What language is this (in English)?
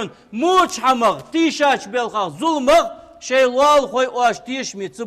Ingush